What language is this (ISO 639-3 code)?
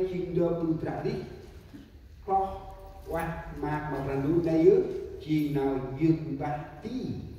cmo